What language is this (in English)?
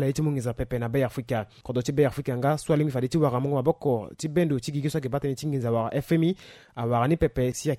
Sango